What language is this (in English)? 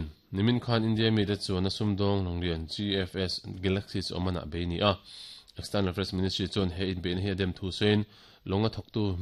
Mizo